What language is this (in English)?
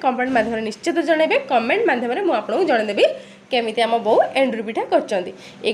Odia